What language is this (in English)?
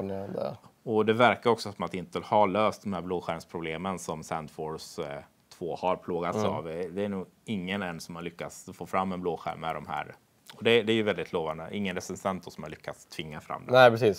Swedish